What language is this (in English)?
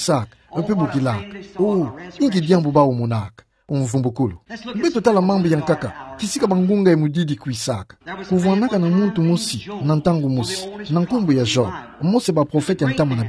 Kituba (Democratic Republic of Congo)